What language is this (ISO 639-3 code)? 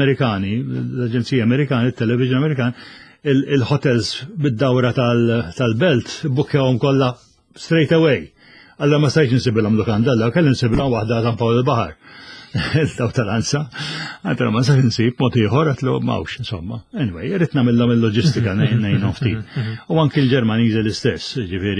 mlt